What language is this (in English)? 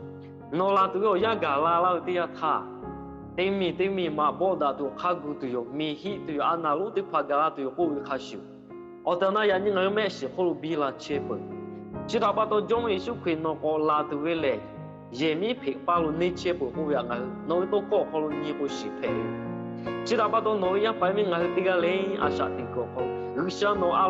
Lahu